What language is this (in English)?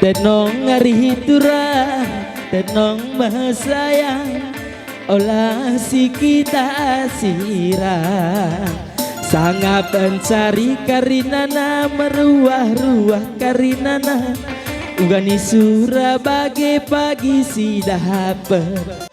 Batak Karo